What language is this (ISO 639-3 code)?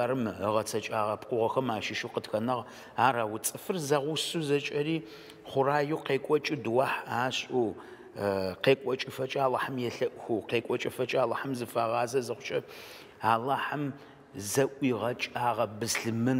ady